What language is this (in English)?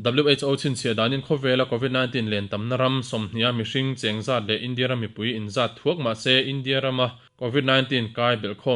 Mizo